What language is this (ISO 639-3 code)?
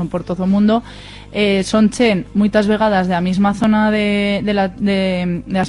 arg